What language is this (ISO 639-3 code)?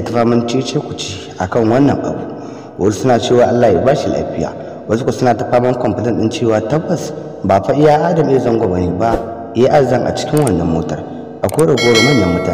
hau